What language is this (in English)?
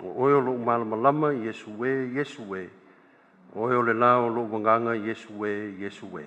Samoan